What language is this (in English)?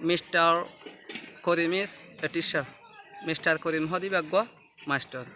Rohingya